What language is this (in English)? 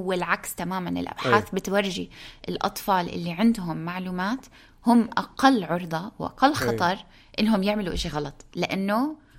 North Levantine Arabic